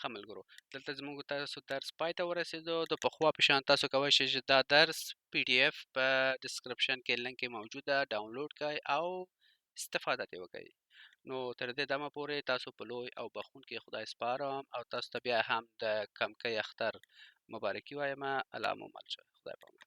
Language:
Pashto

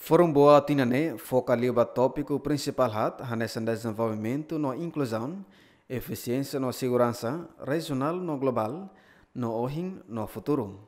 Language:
Tetum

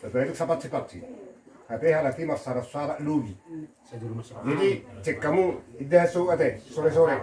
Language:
Batak Toba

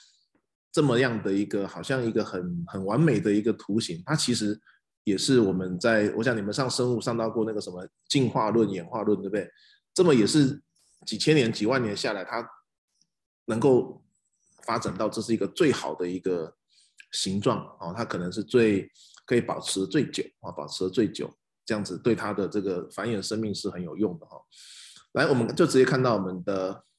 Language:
Chinese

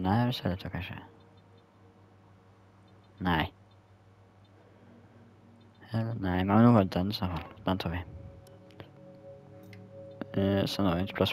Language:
Swedish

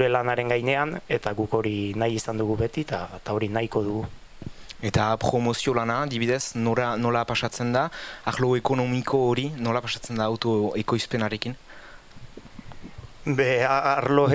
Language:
Basque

